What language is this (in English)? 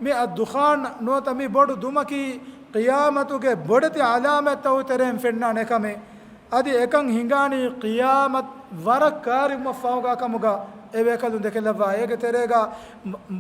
Divehi